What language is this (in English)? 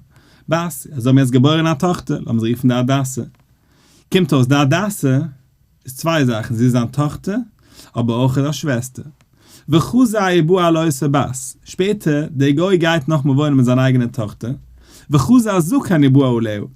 Yiddish